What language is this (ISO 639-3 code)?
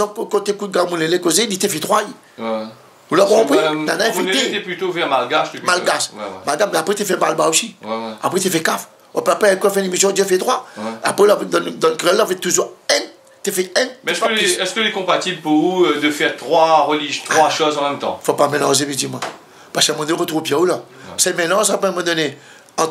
rcf